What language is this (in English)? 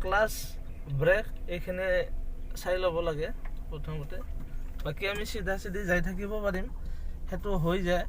Assamese